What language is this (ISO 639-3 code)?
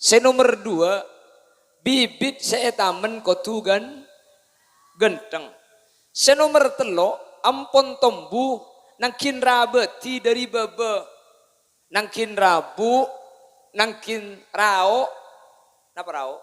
mad